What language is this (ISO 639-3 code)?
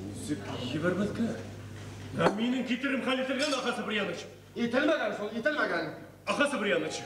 bak